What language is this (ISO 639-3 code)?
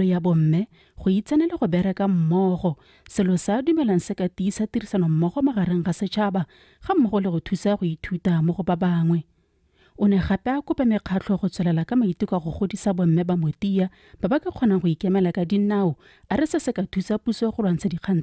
tsn